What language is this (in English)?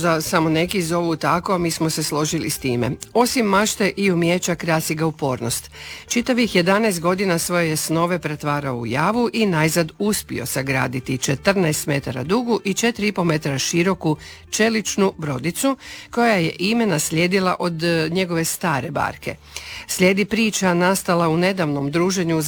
Croatian